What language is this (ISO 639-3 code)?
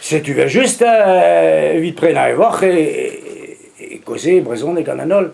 bre